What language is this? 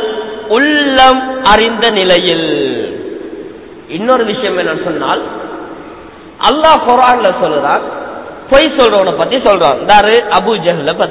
Tamil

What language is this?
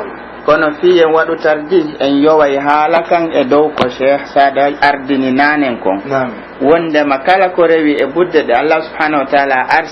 Pular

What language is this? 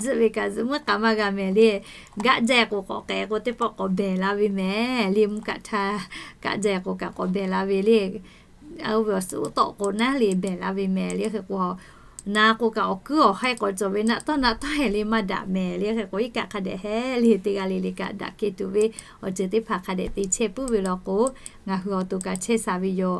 Lahu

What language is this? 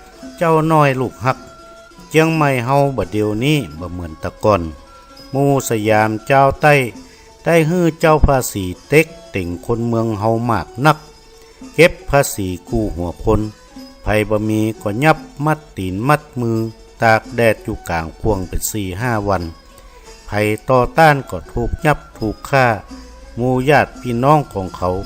Northern Thai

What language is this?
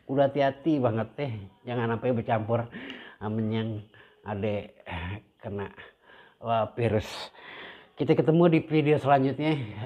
Betawi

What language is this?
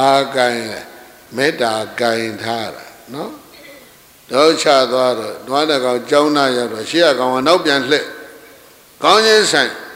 Burmese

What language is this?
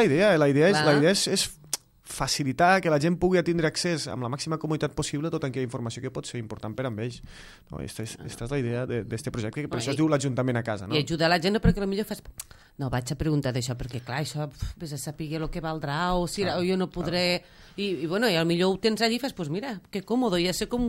Catalan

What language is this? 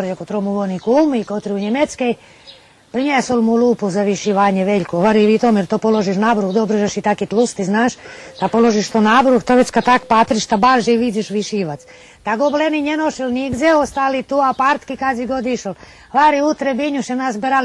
Rusyn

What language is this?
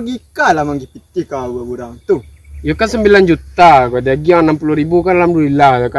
Minangkabau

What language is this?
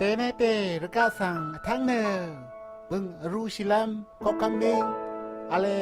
Rawang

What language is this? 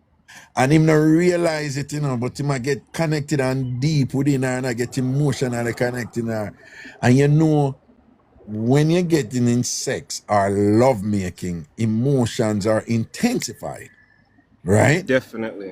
Jamaican Creole English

